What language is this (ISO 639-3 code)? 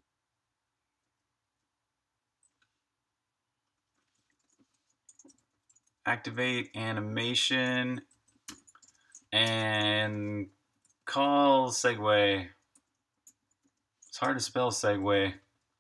eng